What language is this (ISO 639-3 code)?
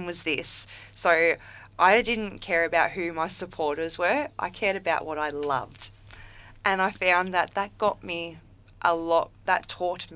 eng